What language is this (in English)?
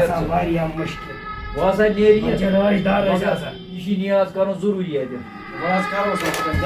Kashmiri